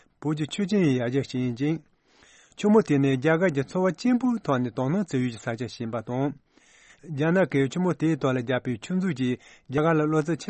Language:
Tibetan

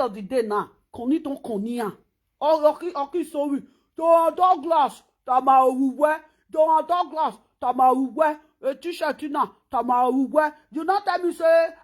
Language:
Nigerian Pidgin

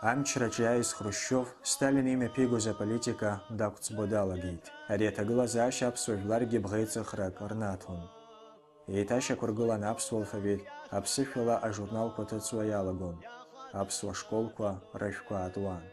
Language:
Abkhazian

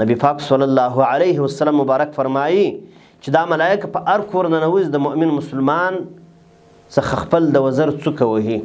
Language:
Pashto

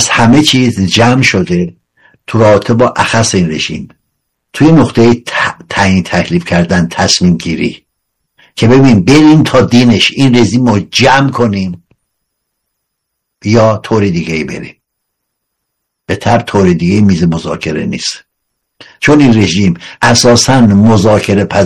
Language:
Persian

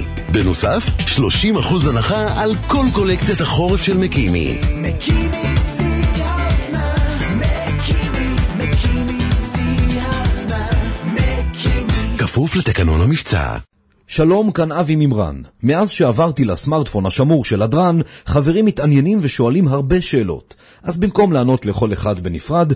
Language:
Hebrew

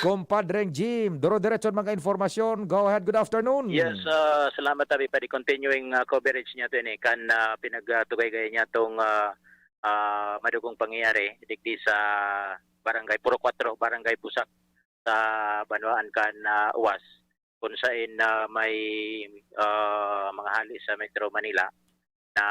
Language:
Bikol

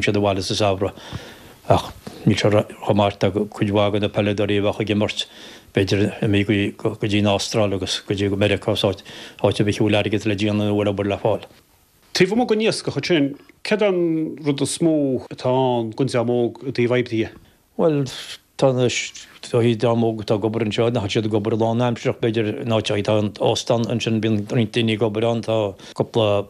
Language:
Irish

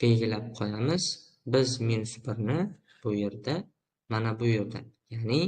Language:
Uzbek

